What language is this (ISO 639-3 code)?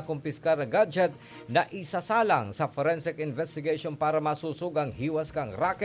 bik